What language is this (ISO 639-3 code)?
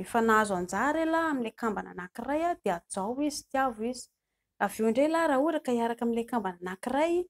mlg